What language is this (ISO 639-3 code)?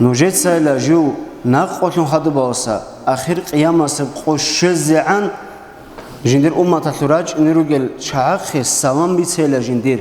ava